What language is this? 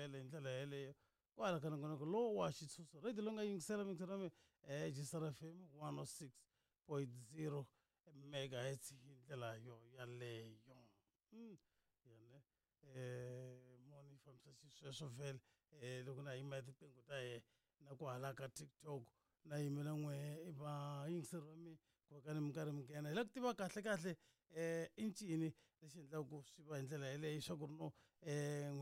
Tsonga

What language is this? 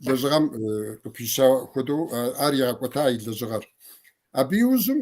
Kabardian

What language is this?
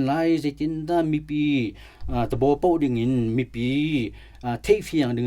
Hakha Chin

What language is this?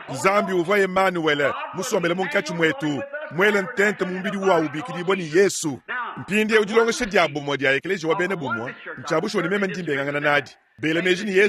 Luba-Lulua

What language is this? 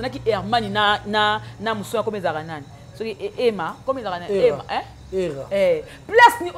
Lingala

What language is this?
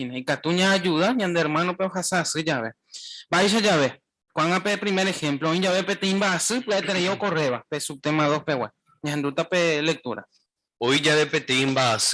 Guarani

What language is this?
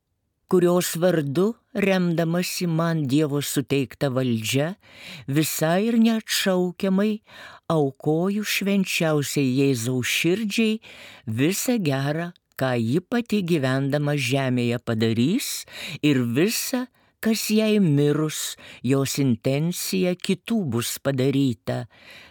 Lithuanian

